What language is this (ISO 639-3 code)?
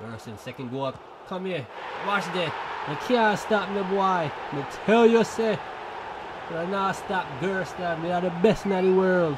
jam